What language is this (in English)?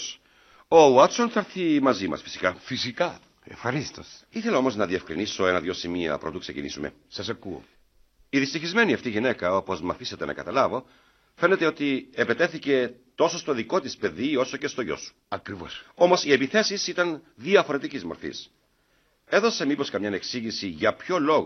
Greek